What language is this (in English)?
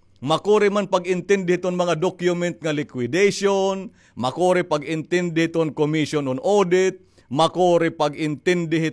Waray